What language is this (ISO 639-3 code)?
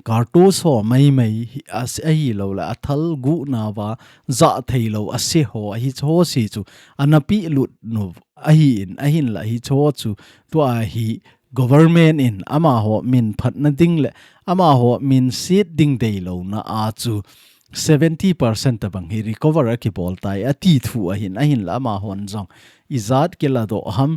tcz